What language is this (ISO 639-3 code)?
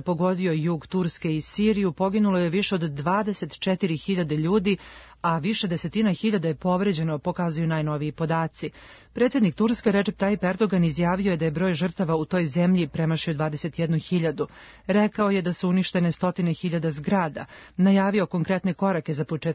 srp